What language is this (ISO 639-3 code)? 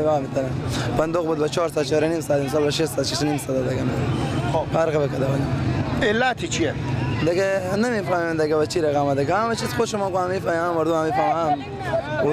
fas